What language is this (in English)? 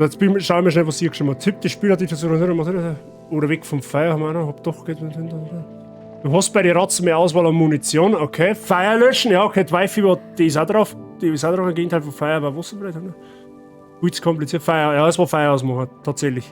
Bavarian